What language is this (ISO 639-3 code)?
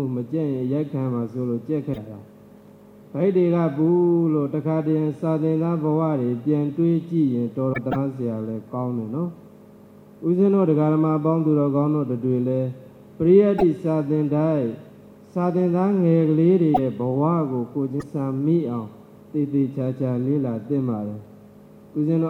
mya